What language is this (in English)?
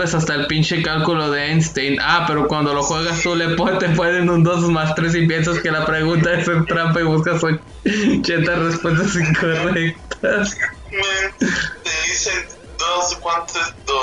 Spanish